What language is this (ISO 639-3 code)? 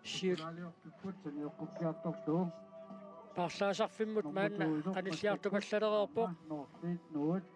kal